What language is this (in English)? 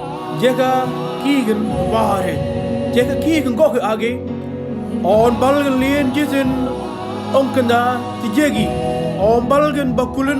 Mabaan